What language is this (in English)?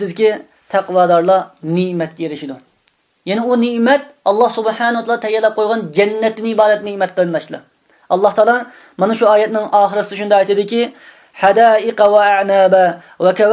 Uyghur